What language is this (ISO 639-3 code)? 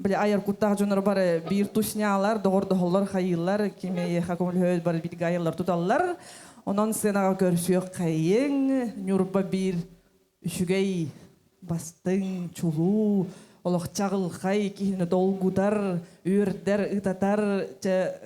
sah